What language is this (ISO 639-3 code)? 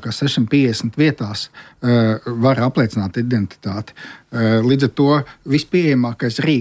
lav